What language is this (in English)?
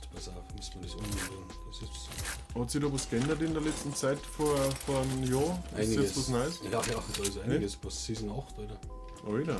Bavarian